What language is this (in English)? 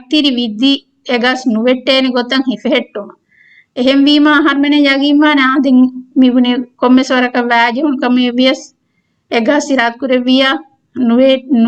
Divehi